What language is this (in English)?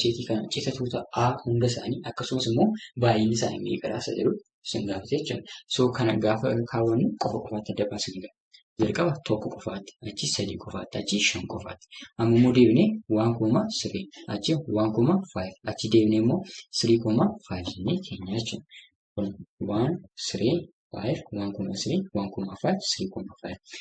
Oromo